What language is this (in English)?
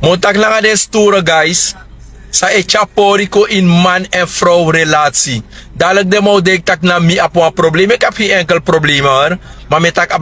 Sranan Tongo